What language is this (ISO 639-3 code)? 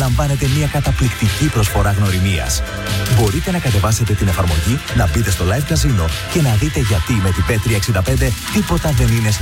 ell